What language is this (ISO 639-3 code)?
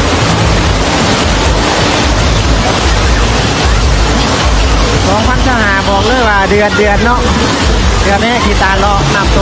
lao